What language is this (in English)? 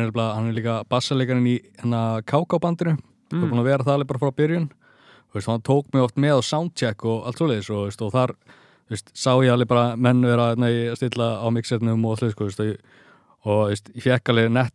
Icelandic